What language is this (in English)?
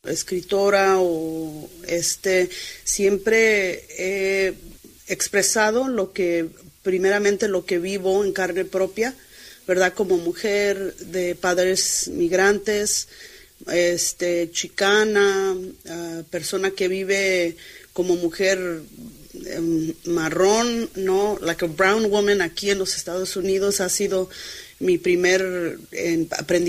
Spanish